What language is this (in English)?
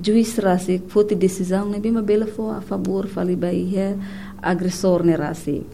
Tetum